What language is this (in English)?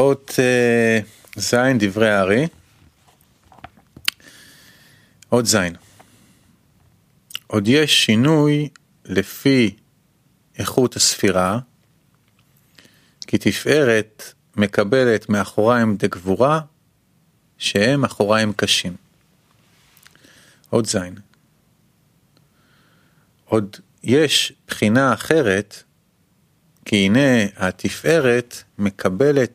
Hebrew